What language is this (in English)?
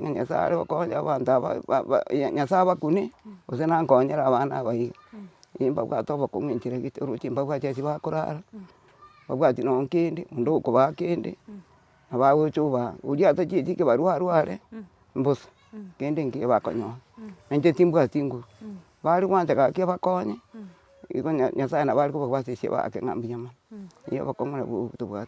Gusii